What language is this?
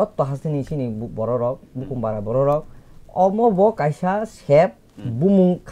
Kok Borok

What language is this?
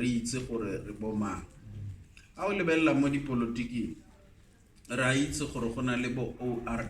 Tswana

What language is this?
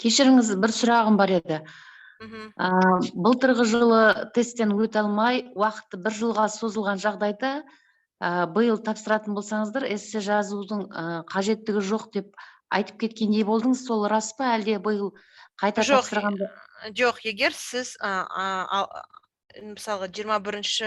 Kazakh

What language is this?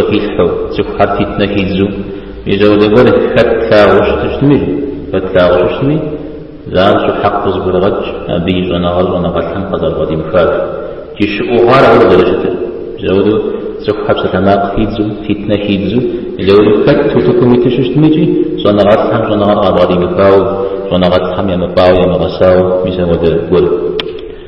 Kabardian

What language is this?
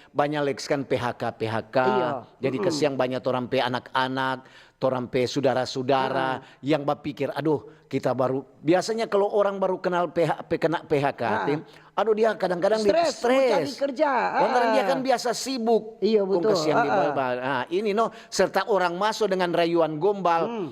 Manado Malay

